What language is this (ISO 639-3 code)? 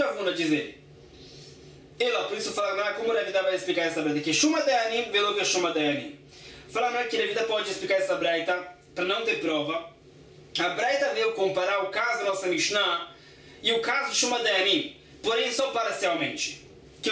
por